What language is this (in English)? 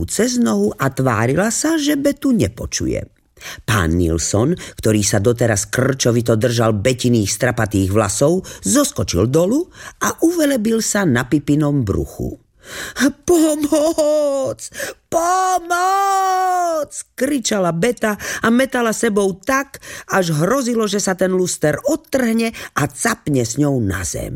Slovak